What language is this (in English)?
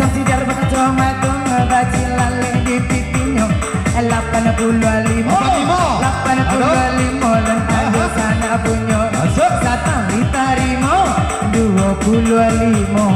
Minangkabau